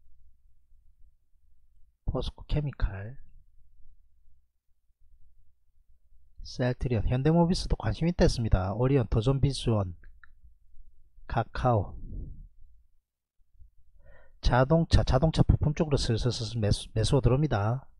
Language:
Korean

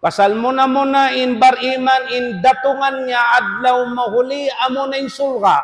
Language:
Tausug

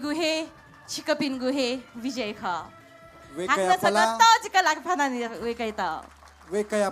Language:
Newari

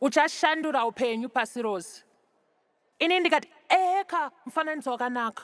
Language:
Shona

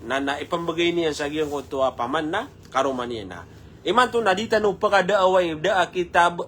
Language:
Maranao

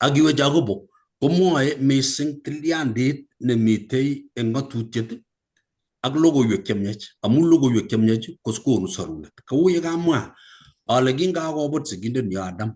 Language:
Kalenjin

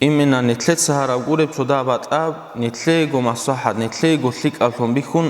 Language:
Avaric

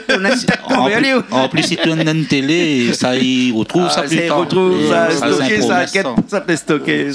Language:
Réunion Creole French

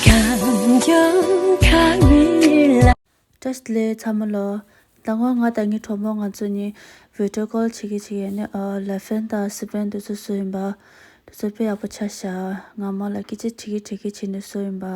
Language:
Tibetan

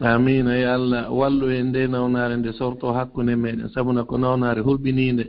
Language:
Fula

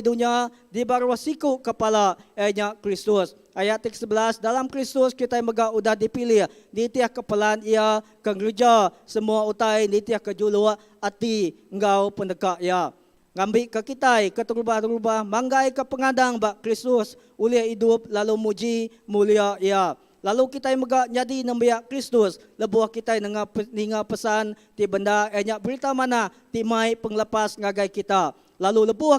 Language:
Iban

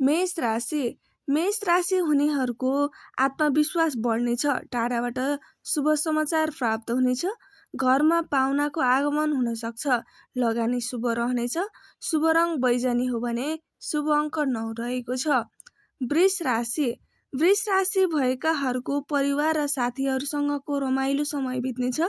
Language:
Nepali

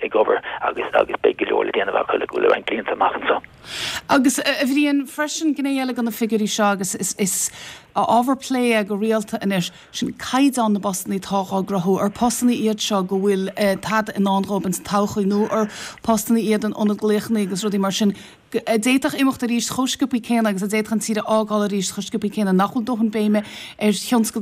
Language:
Irish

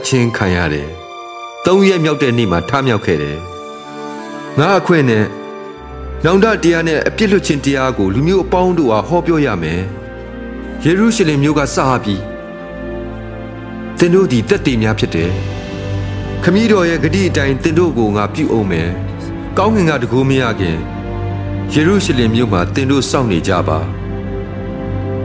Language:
Burmese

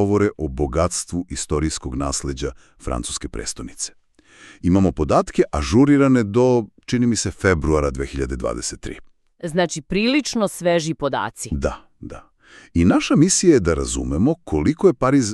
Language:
Serbian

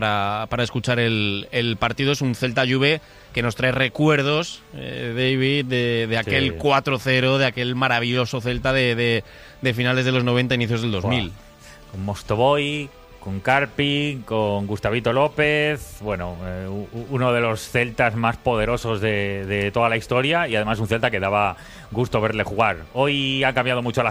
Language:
Spanish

